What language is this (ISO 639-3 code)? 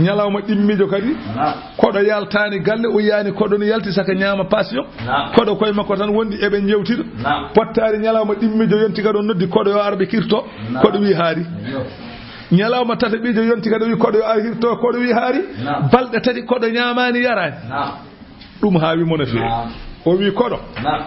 ful